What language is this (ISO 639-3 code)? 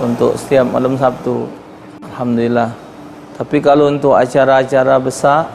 mui